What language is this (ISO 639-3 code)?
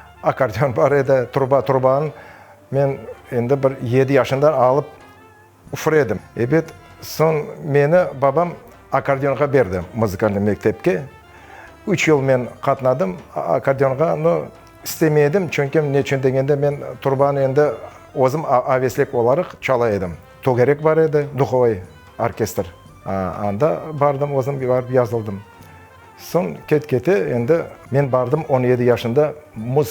crh